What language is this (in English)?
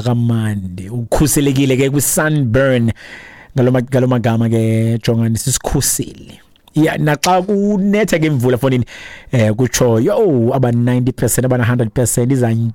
Xhosa